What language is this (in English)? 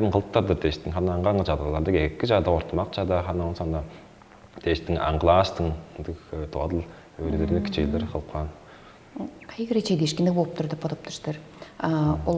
Tuvinian